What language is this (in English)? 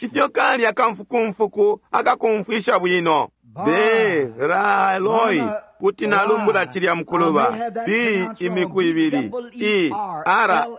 Bemba